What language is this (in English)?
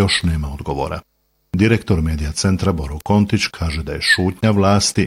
Bosnian